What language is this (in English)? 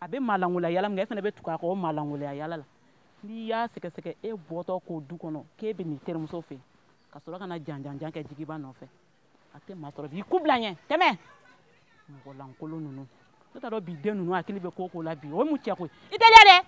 Bambara